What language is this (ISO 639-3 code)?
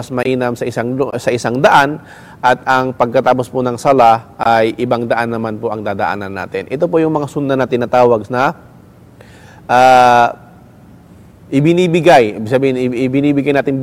fil